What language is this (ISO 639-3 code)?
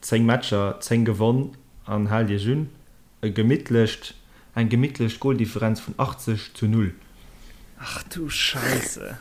ltz